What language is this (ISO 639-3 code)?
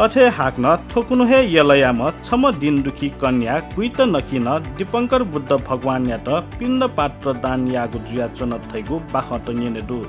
new